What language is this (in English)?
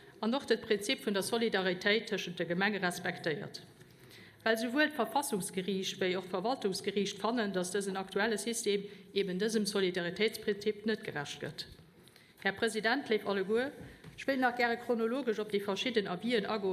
Luxembourgish